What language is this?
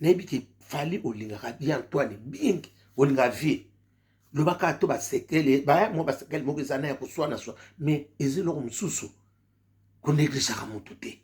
Lingala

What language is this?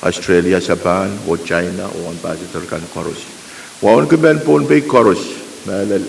Pohnpeian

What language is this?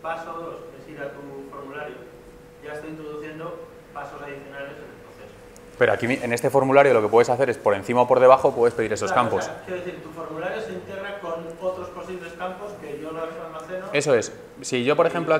Spanish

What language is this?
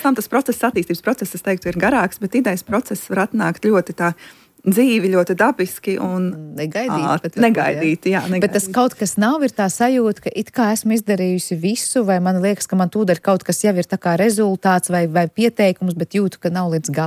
Latvian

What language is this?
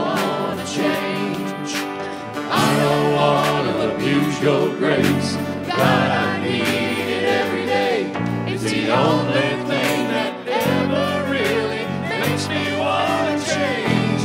English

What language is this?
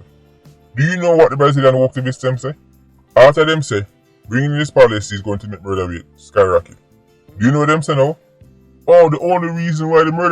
Jamaican Creole English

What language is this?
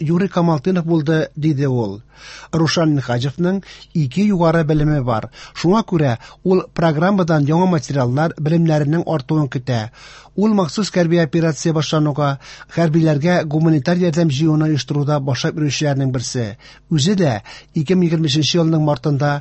Tatar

